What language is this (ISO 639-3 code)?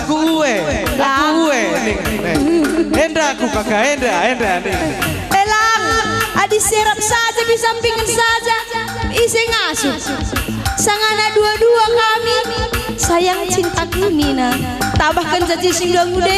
btx